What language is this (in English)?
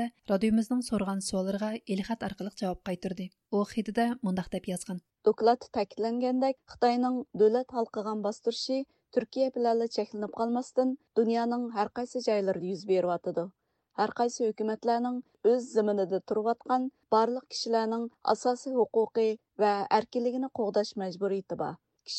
Uyghur